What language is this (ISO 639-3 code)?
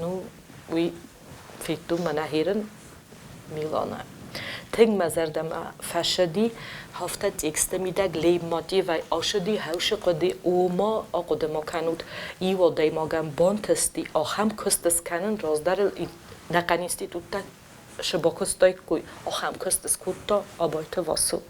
oss